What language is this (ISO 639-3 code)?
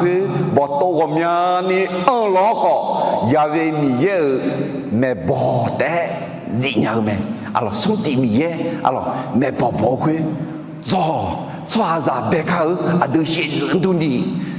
ahk